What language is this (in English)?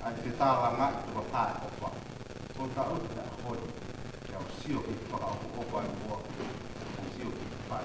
Tongan